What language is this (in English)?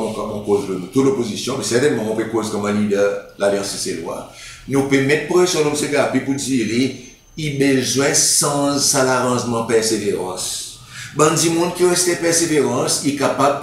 Seselwa Creole French